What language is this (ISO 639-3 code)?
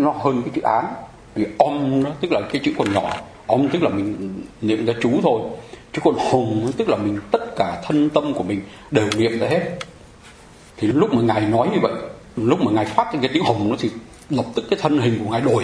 vie